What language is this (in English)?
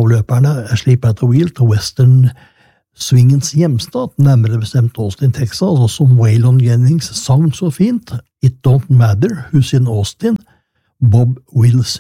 Norwegian